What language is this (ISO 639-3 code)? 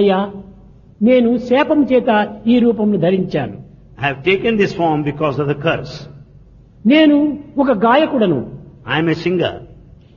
tel